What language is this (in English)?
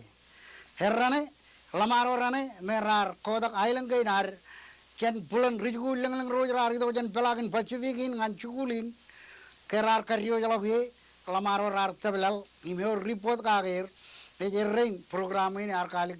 Marshallese